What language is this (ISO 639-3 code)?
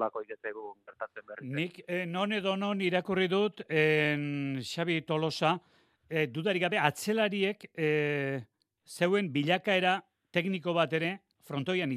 eus